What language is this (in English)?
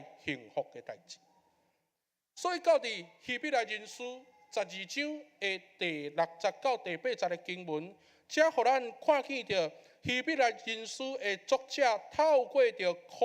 Min Nan Chinese